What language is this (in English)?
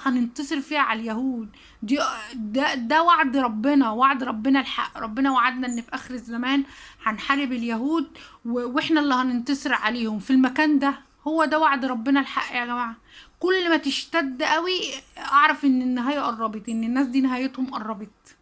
Egyptian Arabic